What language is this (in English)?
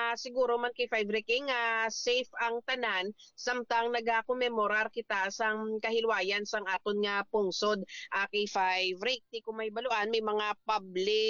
Hiligaynon